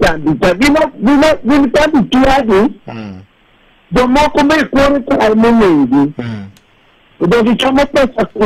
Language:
Luo (Kenya and Tanzania)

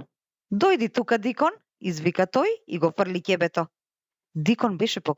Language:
Macedonian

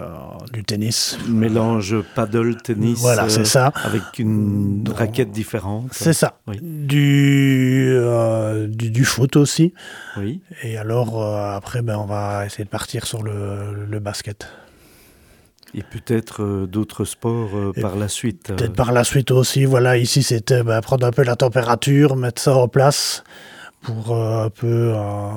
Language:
French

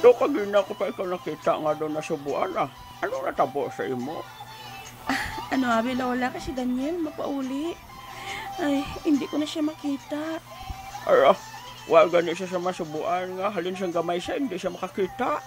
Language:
Hiligaynon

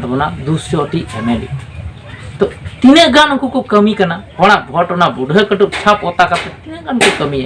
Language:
Santali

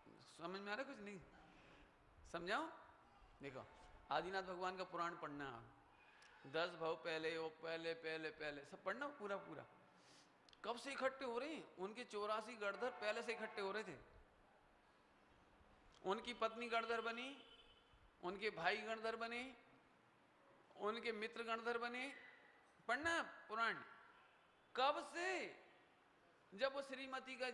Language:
Hindi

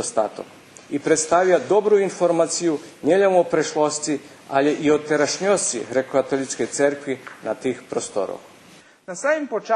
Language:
Rusyn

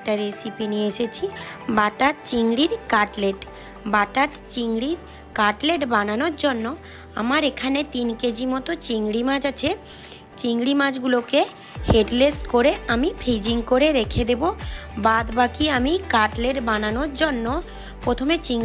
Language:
Bangla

